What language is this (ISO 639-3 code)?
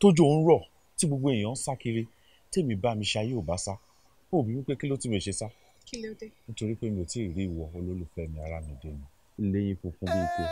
yor